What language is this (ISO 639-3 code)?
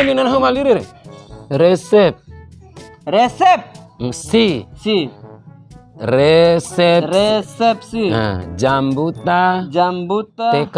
bhp